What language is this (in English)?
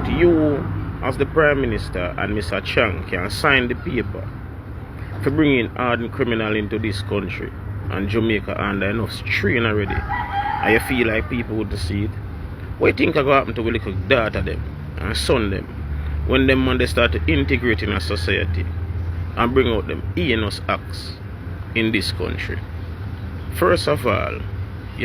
Jamaican Creole English